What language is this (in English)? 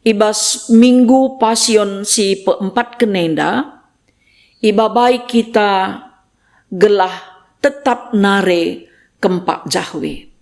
Batak Karo